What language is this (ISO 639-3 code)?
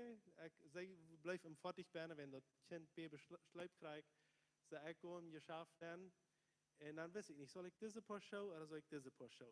pdt